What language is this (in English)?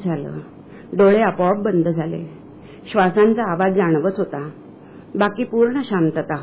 Marathi